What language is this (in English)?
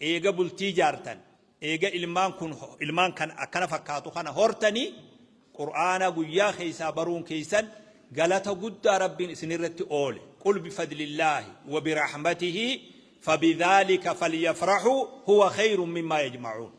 Oromo